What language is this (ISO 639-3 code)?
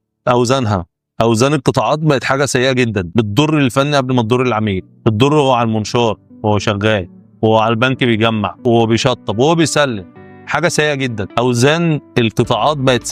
arz